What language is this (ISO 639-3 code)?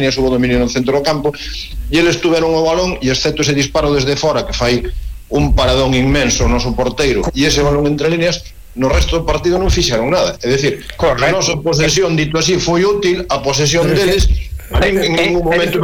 glg